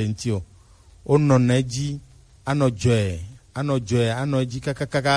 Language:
Gen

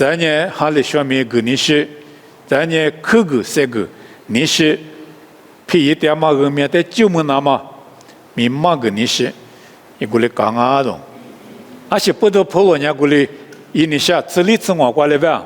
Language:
Lisu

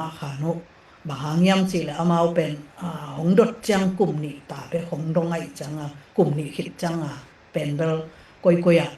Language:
Tedim Chin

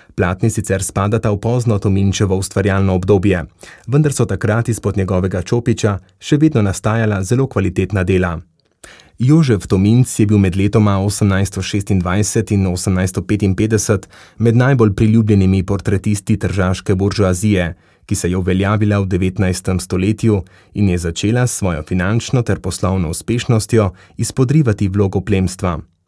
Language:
Slovenian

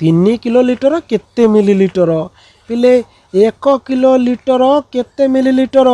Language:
Odia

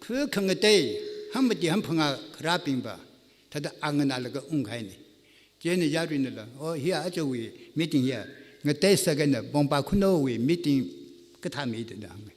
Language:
Tangkhul Naga (India)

